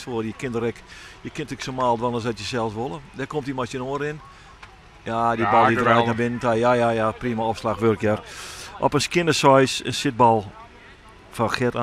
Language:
Western Frisian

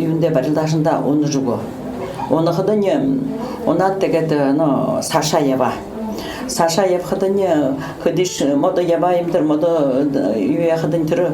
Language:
Buriat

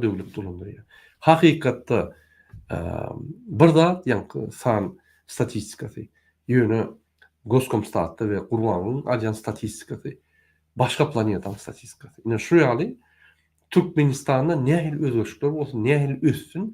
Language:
Turkmen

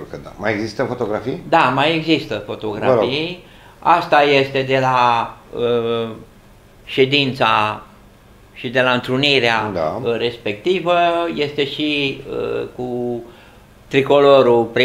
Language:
Romanian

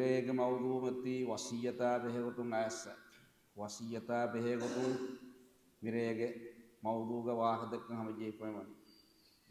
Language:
Divehi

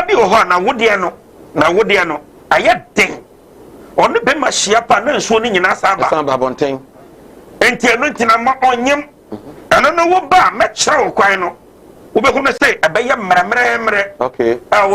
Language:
Akan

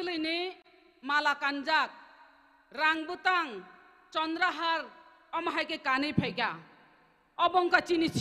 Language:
Kok Borok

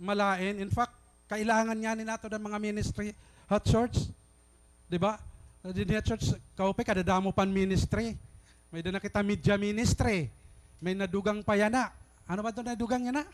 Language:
Waray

